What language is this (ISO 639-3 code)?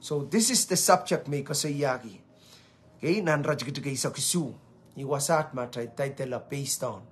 pon